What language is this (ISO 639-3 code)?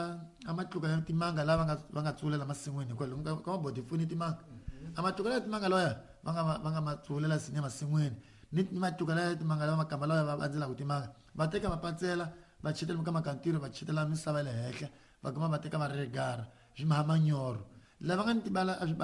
tso